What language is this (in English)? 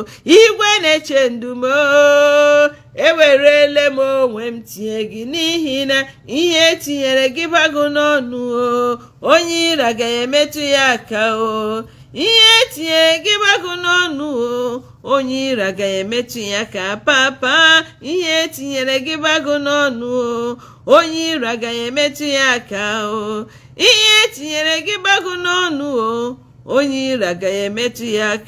Igbo